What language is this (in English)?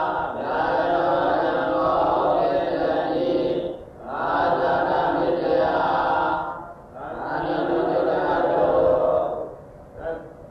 Burmese